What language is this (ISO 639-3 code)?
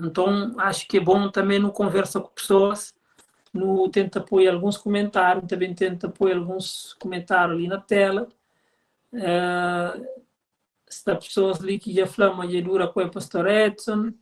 kea